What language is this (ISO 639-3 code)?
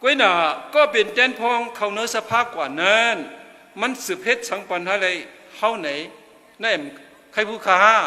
shn